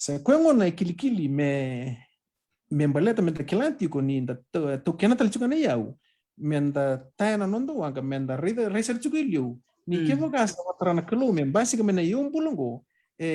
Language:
Fijian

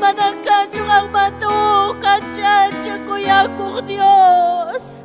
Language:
Ayacucho Quechua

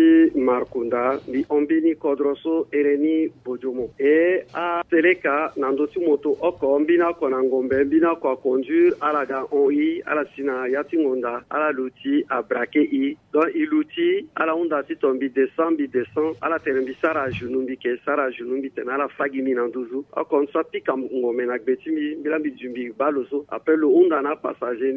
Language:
Sango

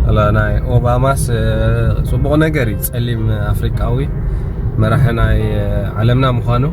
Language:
Tigrinya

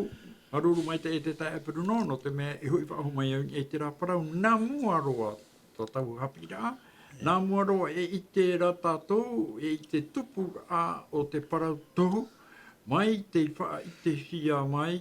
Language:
Tahitian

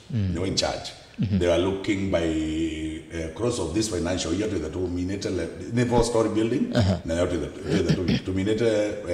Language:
Kamba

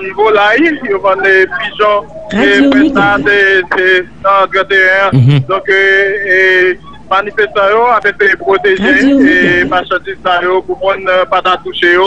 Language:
Haitian Creole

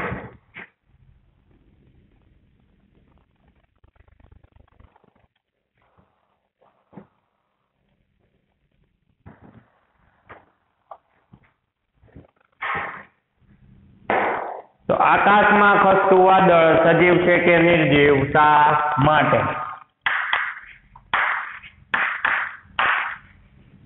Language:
Gujarati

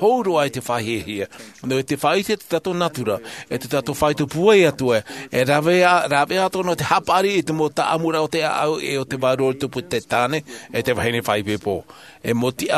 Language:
Tahitian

